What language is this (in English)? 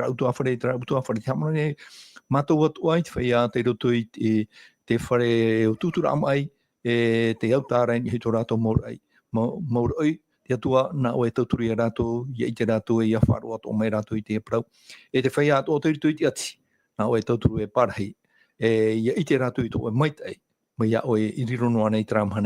Tahitian